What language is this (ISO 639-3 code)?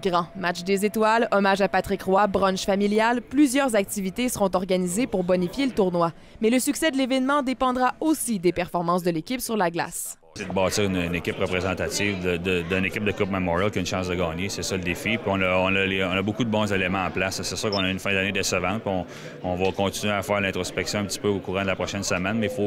fra